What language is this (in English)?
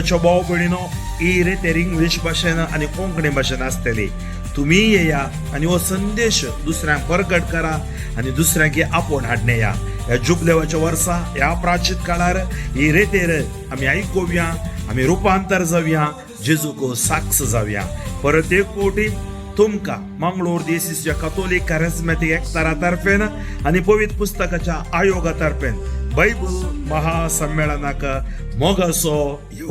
Konkani